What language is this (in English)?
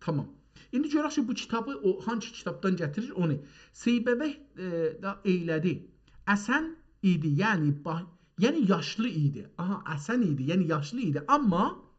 South Azerbaijani